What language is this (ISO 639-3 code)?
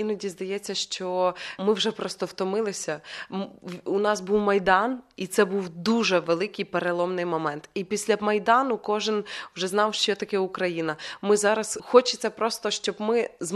ukr